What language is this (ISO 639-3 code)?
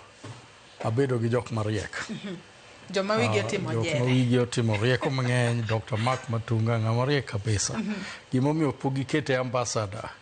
luo